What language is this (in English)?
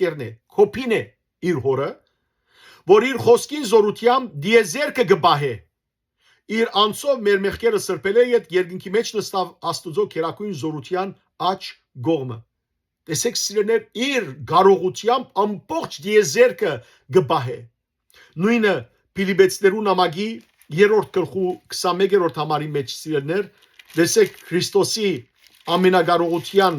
Western Armenian